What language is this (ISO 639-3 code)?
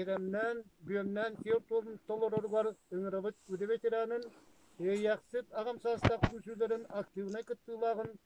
sah